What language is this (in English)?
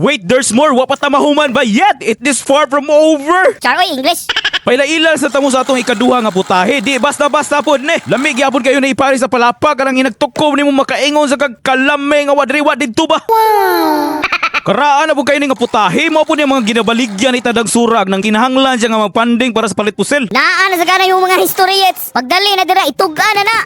Cebuano